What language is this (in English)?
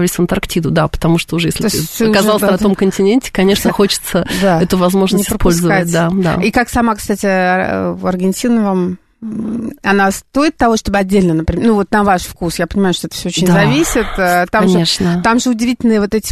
Russian